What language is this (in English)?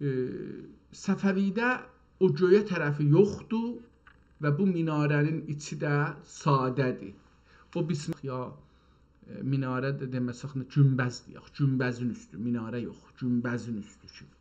South Azerbaijani